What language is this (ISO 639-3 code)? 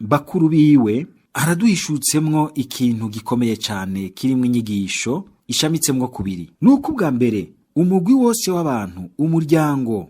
run